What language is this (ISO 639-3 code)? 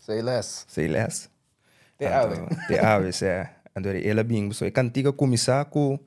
pap